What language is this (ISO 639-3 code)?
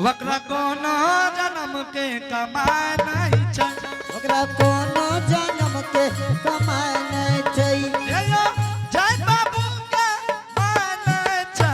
anp